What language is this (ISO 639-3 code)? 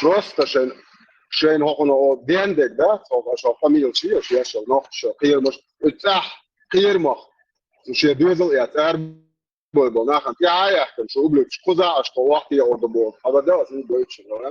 che